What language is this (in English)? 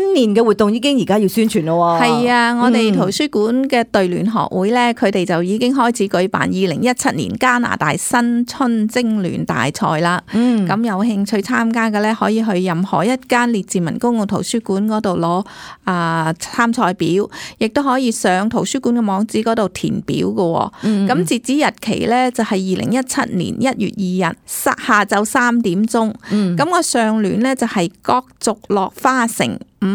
Cantonese